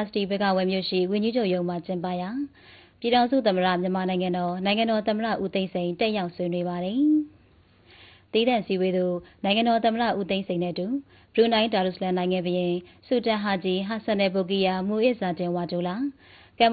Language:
Burmese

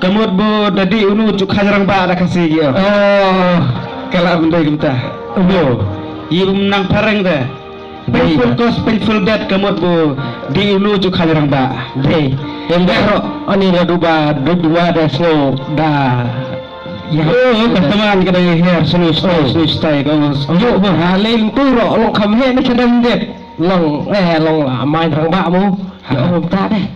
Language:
Khasi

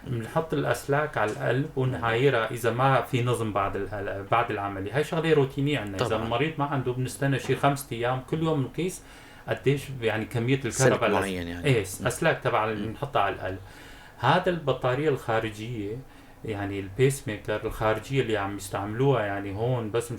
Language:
North Levantine Arabic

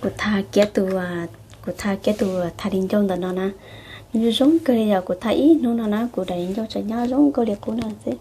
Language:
Hmong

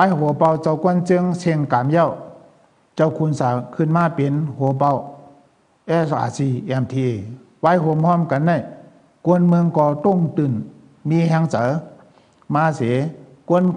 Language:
Shan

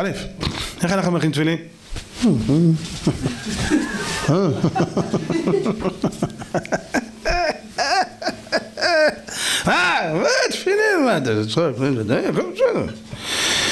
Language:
Hebrew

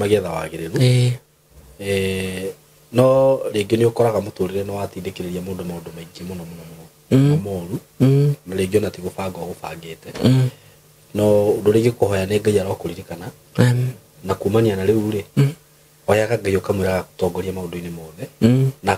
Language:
Kikuyu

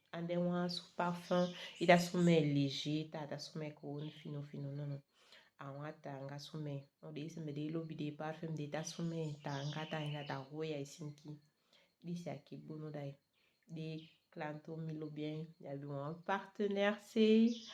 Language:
Saramaccan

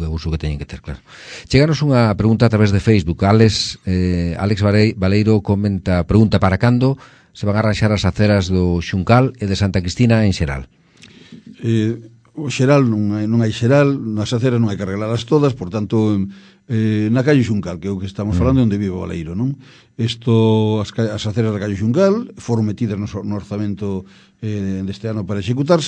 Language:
Galician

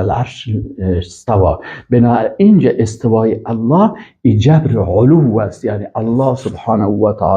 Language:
Persian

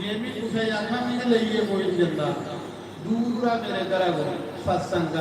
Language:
Dogri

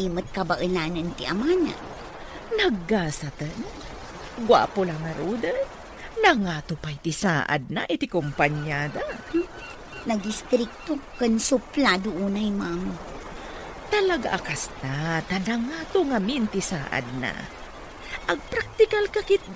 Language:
Iloko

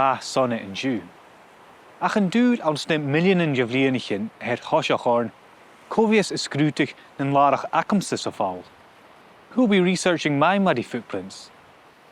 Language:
Scottish Gaelic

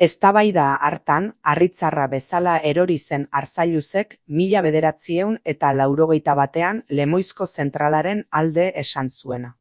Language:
Basque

